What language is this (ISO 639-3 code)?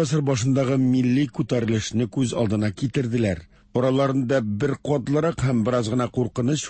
tat